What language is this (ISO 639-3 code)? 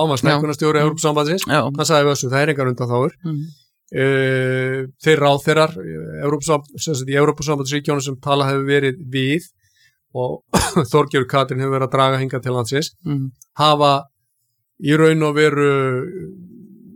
isl